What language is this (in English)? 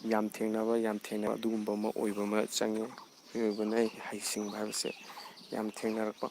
Manipuri